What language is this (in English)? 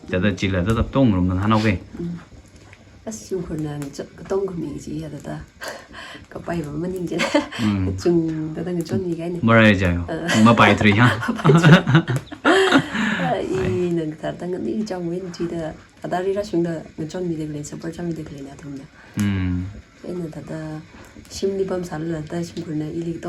Tangkhul Naga (India)